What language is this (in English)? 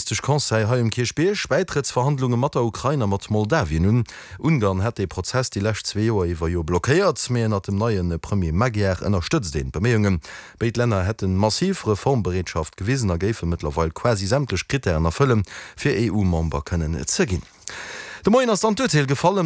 Luxembourgish